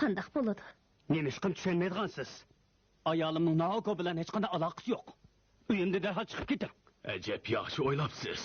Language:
Uyghur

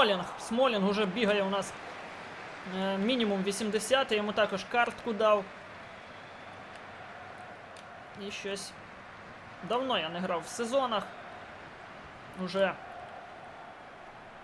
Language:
Ukrainian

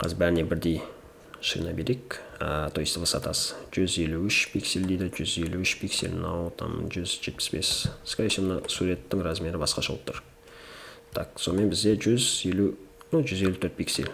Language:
Kazakh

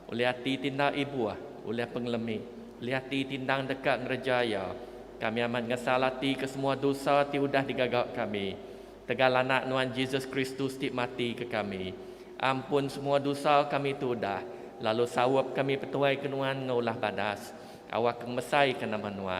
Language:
Iban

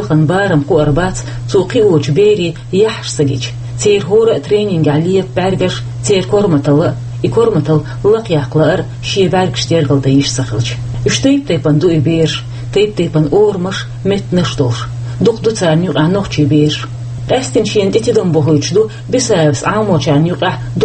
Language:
Chechen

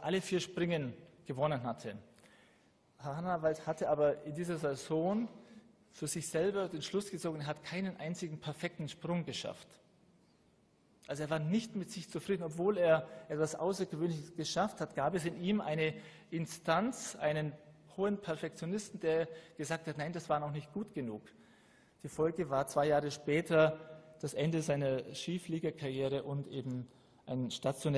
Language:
German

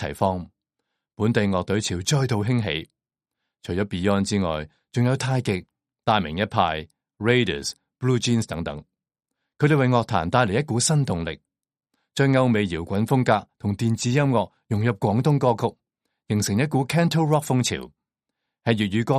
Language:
Cantonese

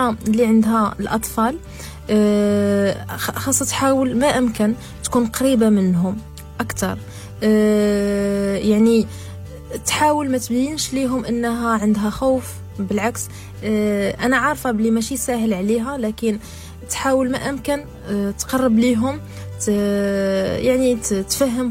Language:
Moroccan Arabic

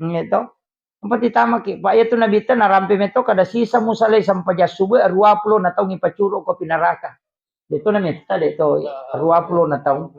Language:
Buginese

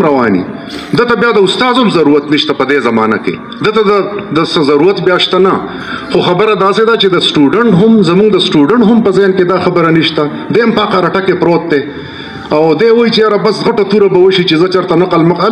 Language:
Pashto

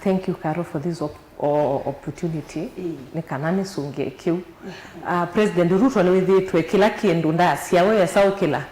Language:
Kamba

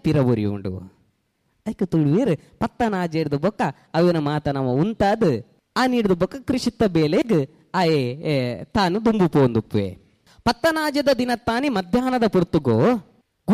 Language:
Tulu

